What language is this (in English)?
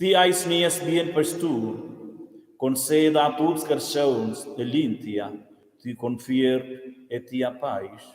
Romansh